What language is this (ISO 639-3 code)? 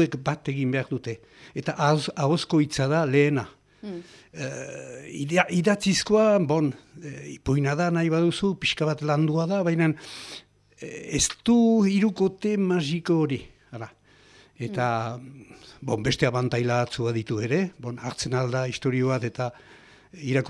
eus